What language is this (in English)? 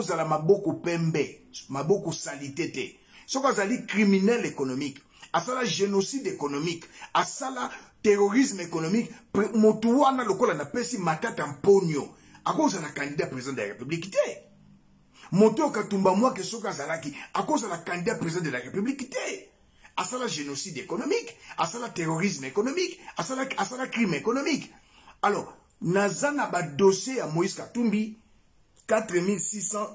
Lingala